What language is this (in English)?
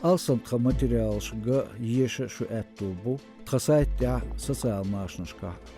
Chechen